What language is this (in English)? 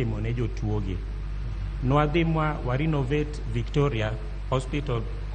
Luo (Kenya and Tanzania)